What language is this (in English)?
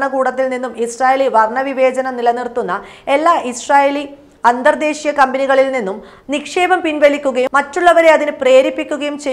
Malayalam